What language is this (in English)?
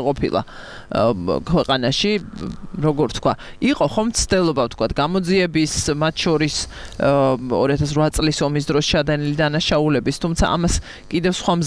Georgian